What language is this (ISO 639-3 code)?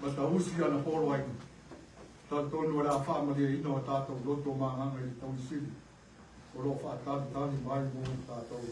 smo